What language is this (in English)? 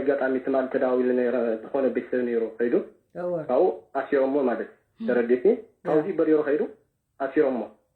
Tigrinya